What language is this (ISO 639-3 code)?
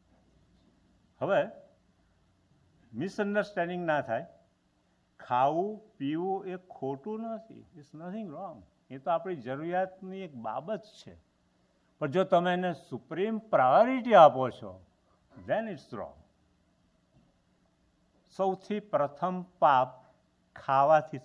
guj